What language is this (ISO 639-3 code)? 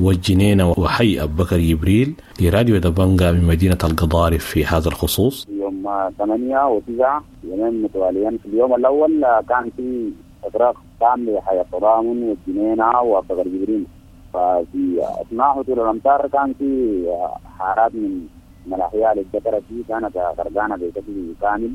apd